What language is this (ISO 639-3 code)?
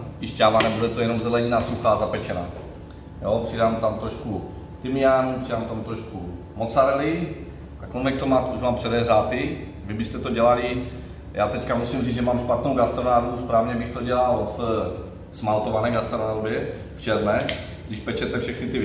ces